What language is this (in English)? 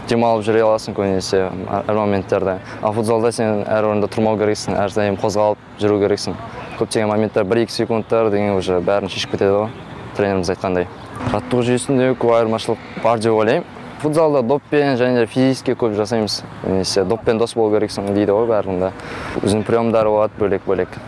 Kazakh